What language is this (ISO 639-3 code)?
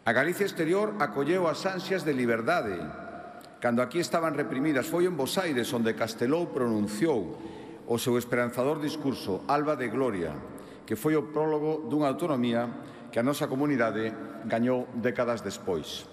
glg